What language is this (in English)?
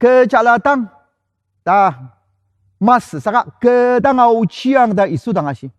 Ao Naga